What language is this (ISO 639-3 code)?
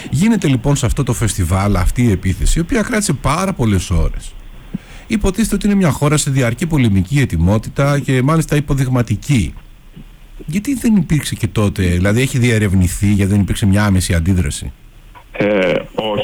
ell